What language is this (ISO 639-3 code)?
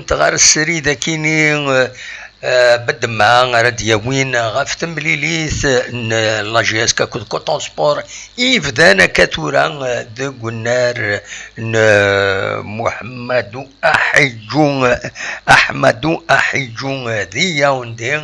kab